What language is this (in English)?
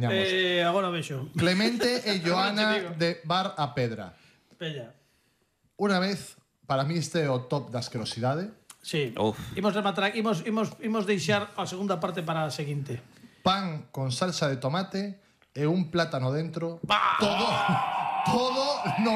Galician